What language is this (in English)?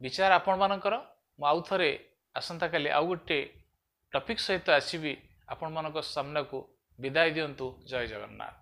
Odia